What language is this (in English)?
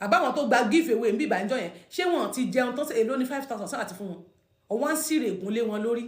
Yoruba